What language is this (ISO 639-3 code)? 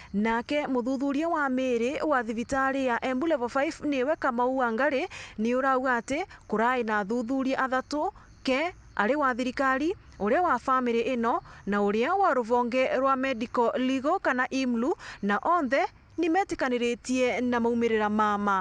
mer